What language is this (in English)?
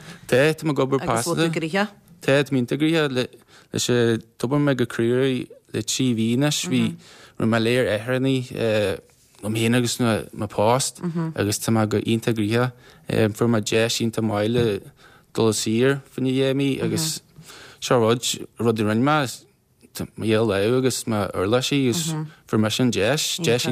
Irish